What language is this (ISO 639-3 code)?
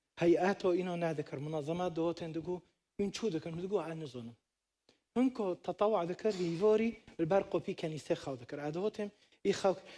kur